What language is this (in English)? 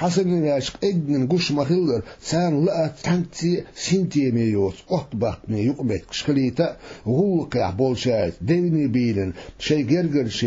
Chechen